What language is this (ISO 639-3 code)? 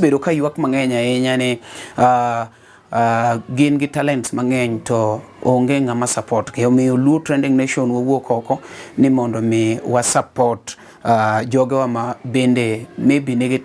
luo